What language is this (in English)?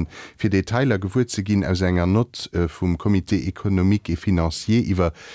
Luxembourgish